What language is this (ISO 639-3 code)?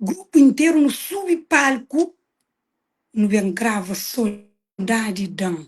kea